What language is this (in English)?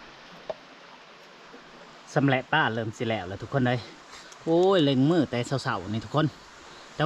Lao